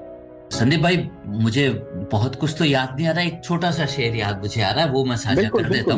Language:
Hindi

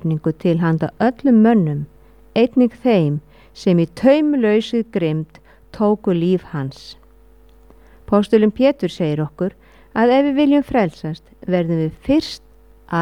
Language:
Icelandic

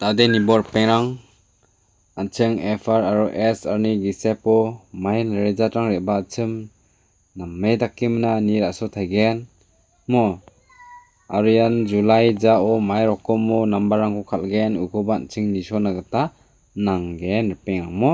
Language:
Garo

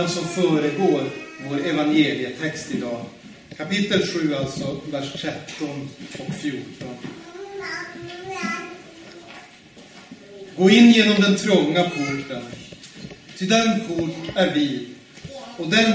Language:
Swedish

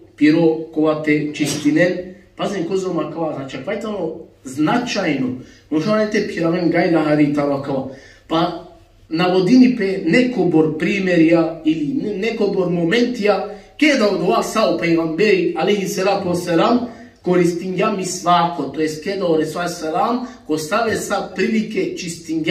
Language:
Balkan Romani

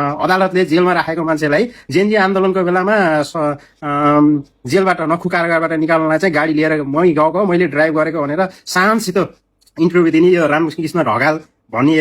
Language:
Nepali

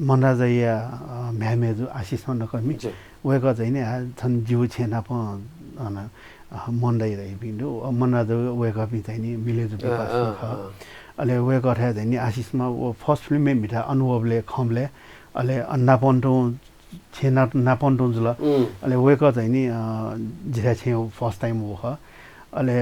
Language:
Newari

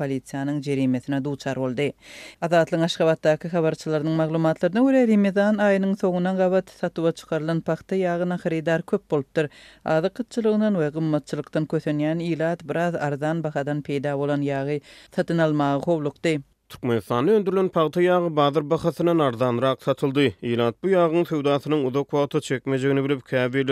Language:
Turkmen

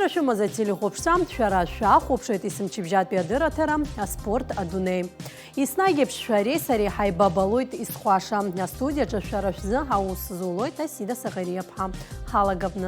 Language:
Abkhazian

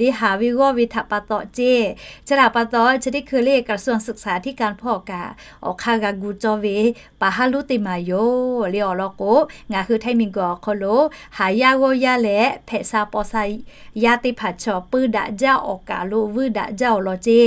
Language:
Lahu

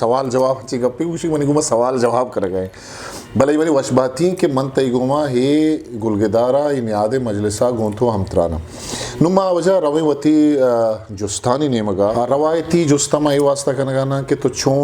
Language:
Eastern Balochi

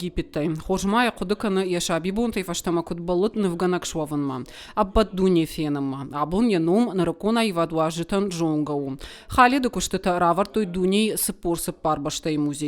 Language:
Ossetic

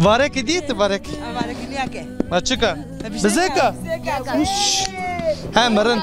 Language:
Zaza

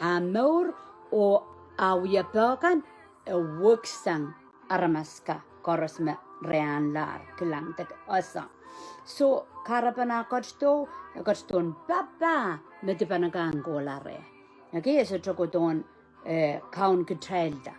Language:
Pohnpeian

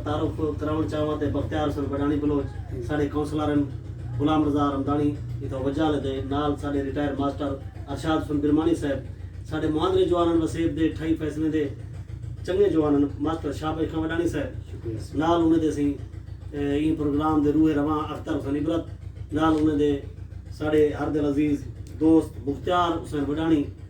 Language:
Saraiki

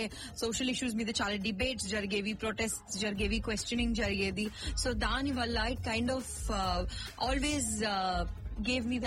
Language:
Telugu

